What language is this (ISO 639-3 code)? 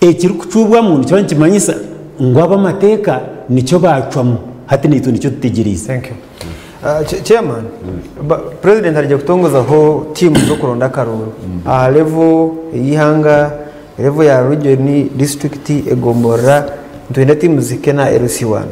nyn